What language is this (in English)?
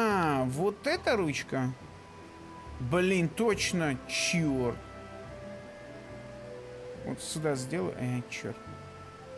Russian